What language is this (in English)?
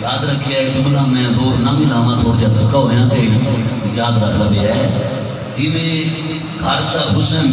Saraiki